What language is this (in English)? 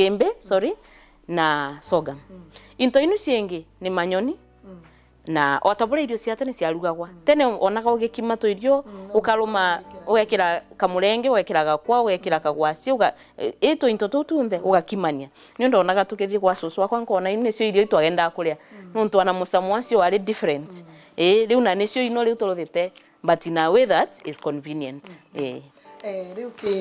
Meru